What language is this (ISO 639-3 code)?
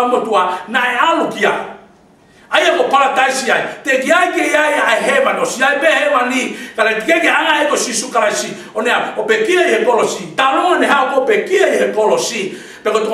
ton